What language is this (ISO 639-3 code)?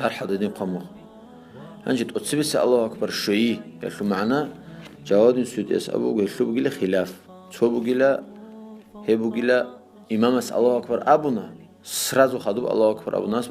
ava